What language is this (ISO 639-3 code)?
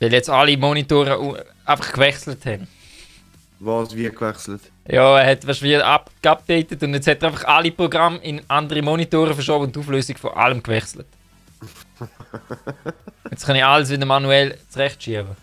gsw